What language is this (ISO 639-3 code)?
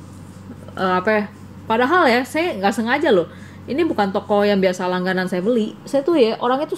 ind